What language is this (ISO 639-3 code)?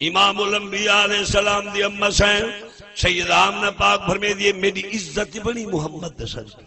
skr